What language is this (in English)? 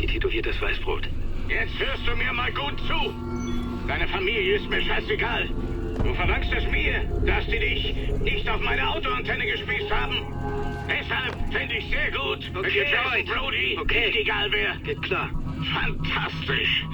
Bavarian